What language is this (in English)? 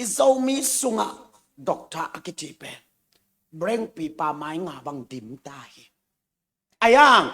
Tedim Chin